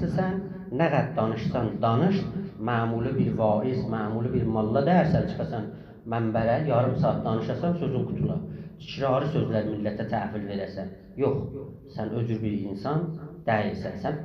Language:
South Azerbaijani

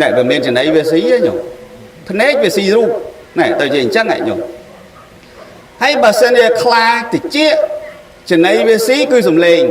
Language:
Khmer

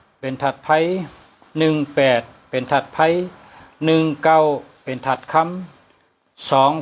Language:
Shan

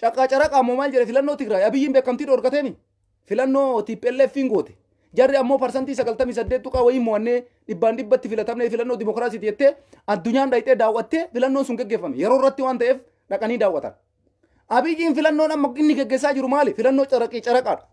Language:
Oromo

